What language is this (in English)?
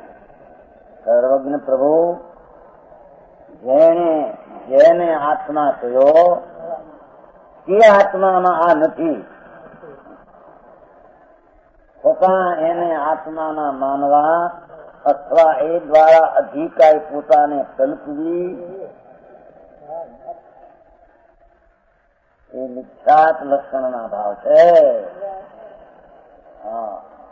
Gujarati